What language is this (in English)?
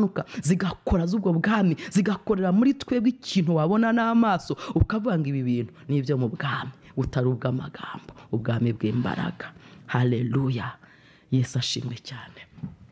Kinyarwanda